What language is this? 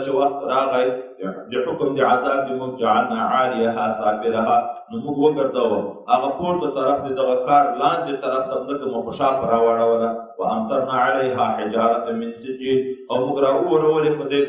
Pashto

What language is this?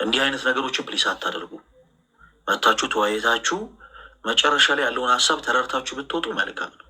Amharic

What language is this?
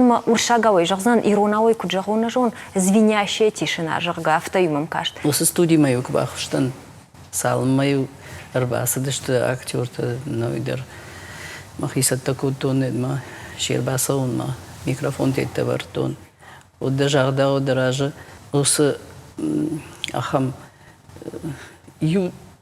Ossetic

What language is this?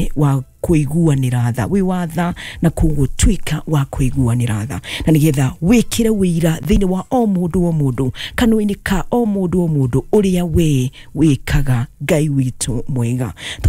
Kikuyu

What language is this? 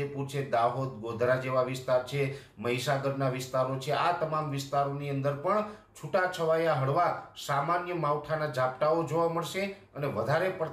Gujarati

